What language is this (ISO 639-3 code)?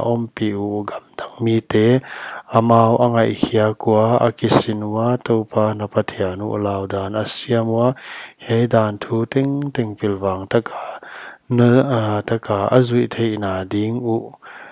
pck